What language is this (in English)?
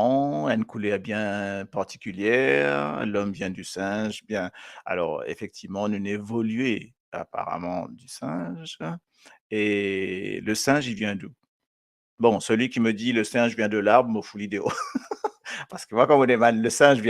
Morisyen